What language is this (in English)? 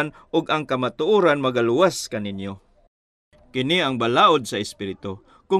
Cebuano